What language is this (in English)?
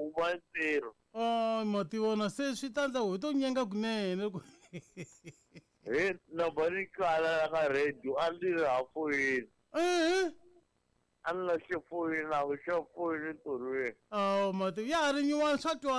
Tsonga